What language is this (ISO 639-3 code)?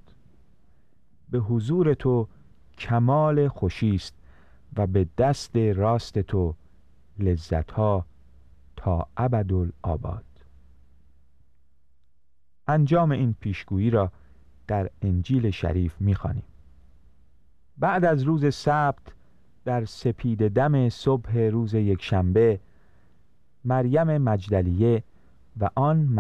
fas